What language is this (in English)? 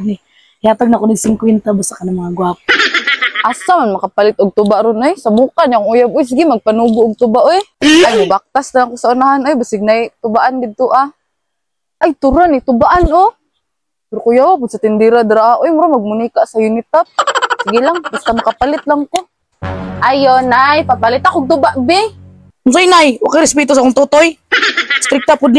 Cebuano